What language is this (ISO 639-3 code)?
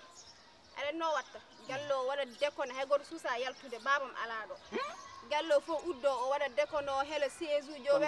ful